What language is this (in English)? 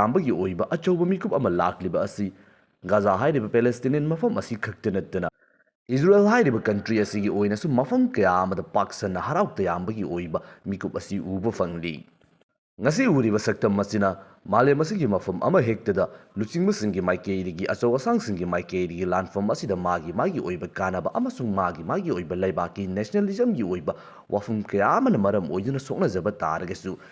Manipuri